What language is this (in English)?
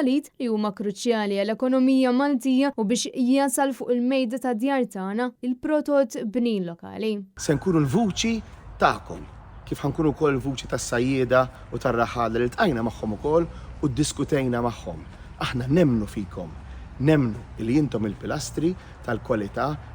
Maltese